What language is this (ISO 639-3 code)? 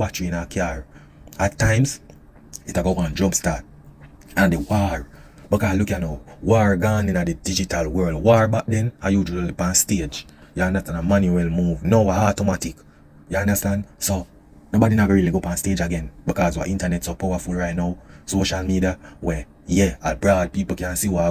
jam